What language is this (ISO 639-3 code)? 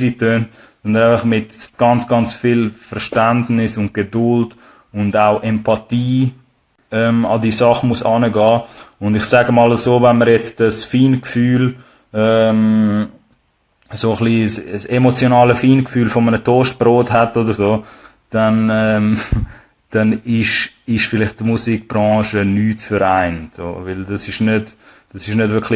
gsw